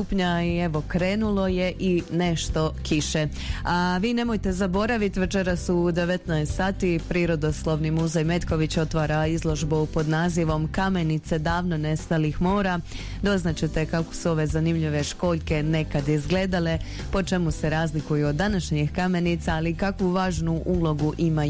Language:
Croatian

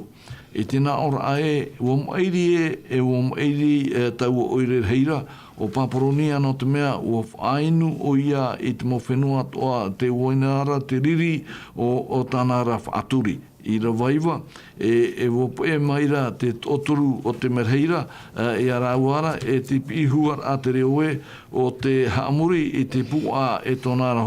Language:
Tahitian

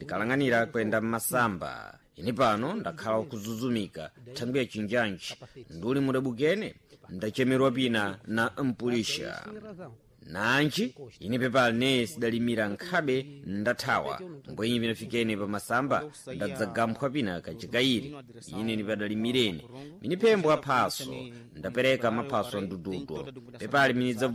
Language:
Sena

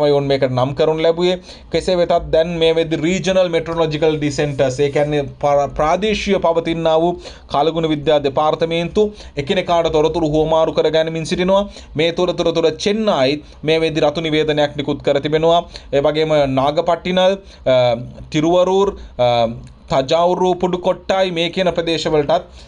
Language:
Sinhala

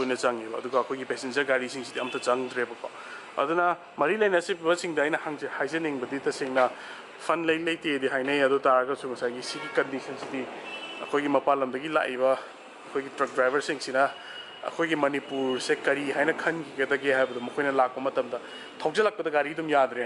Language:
Manipuri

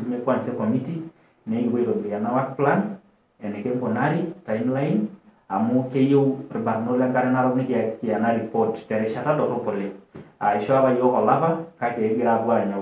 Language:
Masai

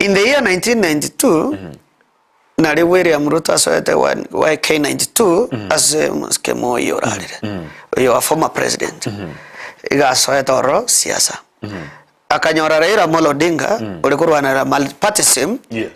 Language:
Gusii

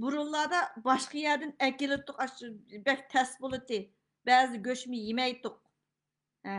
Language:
Uyghur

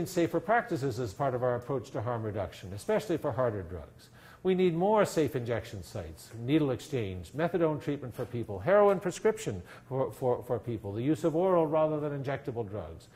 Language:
English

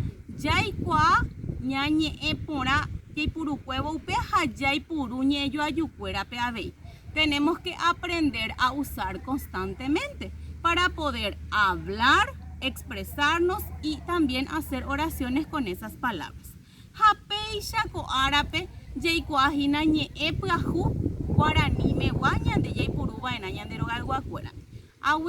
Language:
Guarani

